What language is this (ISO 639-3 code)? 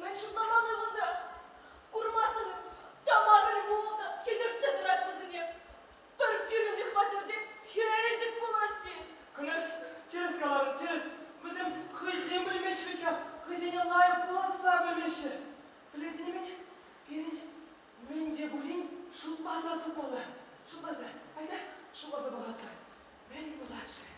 chv